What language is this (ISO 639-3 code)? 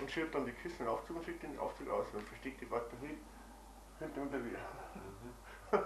bar